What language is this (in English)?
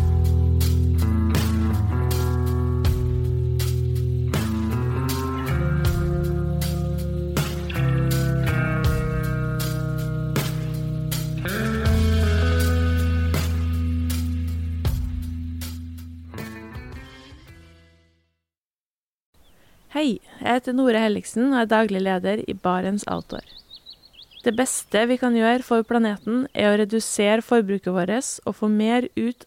Norwegian